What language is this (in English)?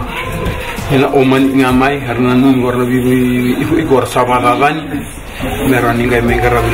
Fijian